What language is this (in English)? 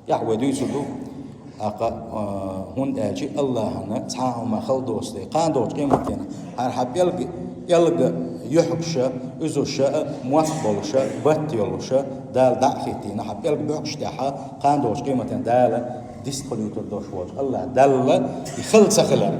Chechen